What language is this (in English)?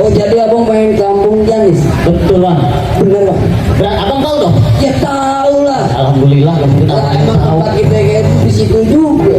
Betawi